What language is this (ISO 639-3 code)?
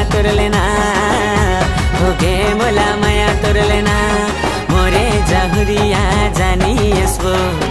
hne